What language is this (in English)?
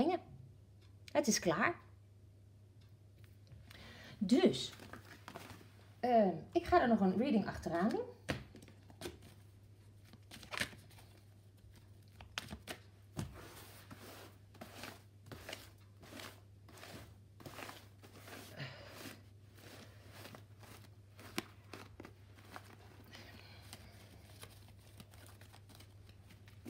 Dutch